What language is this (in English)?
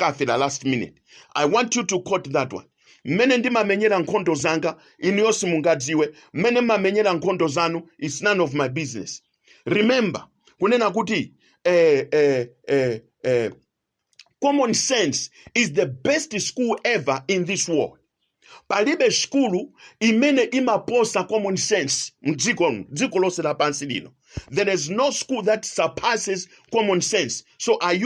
Nyanja